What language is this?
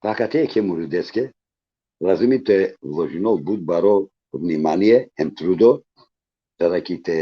Balkan Romani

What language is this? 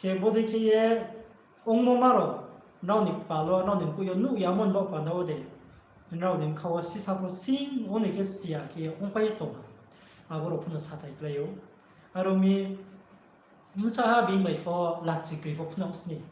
Riang (India)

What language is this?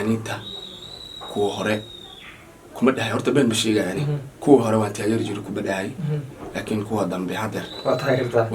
Somali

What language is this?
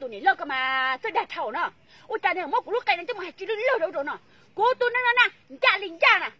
Hmong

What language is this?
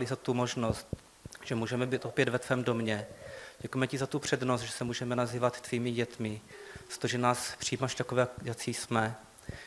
Czech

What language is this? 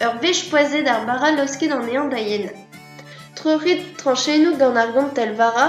Breton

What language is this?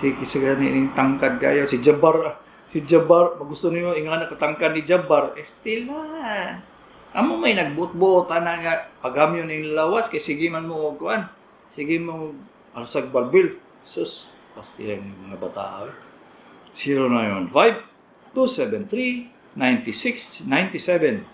Cebuano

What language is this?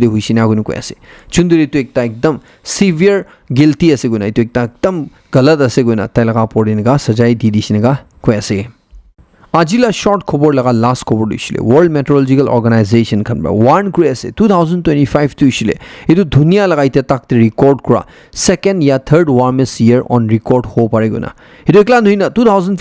Naga Pidgin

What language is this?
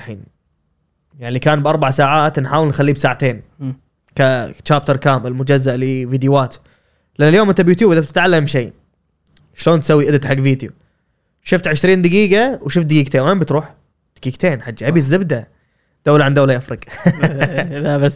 Gulf Arabic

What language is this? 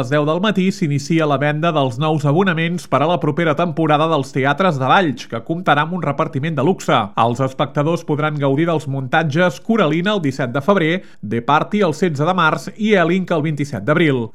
Catalan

